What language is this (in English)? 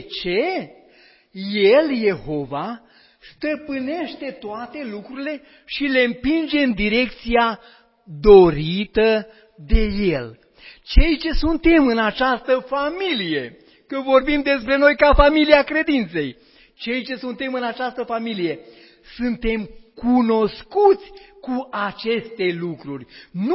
Romanian